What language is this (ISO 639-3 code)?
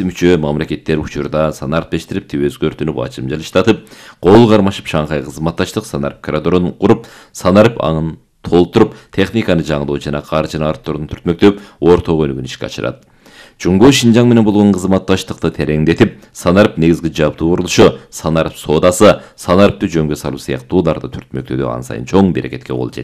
kir